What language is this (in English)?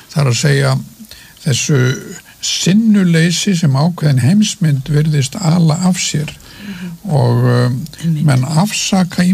Icelandic